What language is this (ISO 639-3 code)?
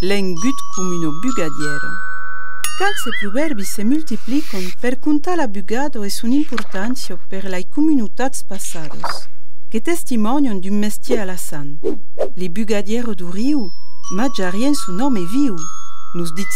oci